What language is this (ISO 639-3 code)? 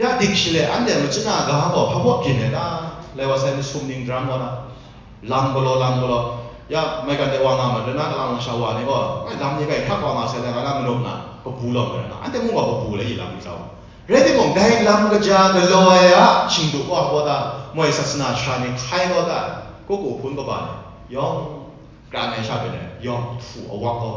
kac